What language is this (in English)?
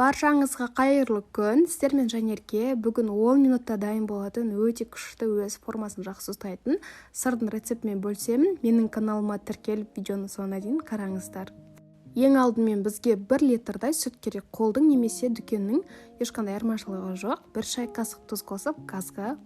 Kazakh